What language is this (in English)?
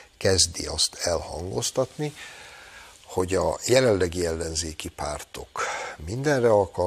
Hungarian